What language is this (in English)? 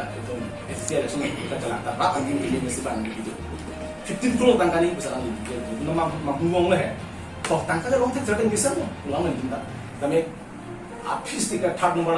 Karbi